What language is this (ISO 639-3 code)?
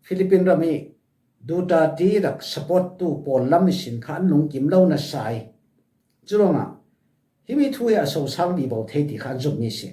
cfm